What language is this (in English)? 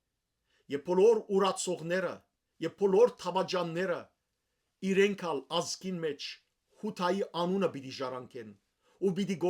Western Armenian